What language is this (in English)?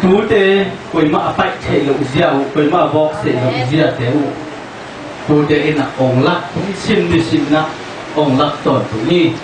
Tedim Chin